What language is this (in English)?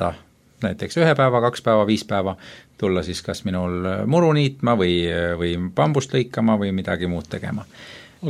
Estonian